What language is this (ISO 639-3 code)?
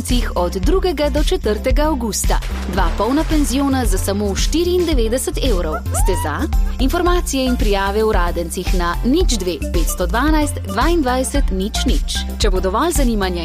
slv